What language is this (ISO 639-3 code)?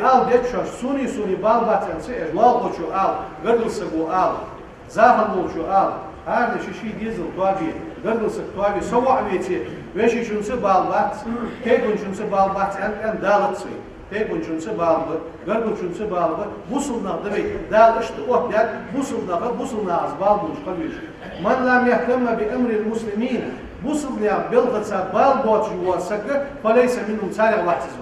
inh